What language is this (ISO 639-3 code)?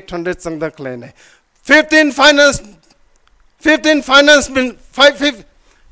nmf